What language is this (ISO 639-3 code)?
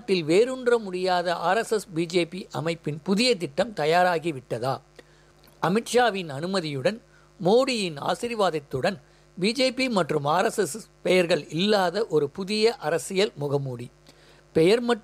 tam